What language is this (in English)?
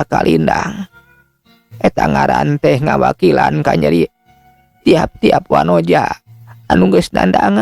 Sundanese